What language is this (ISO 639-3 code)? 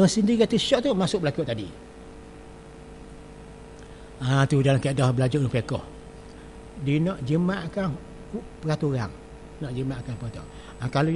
msa